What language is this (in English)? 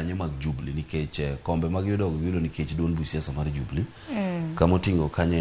Luo (Kenya and Tanzania)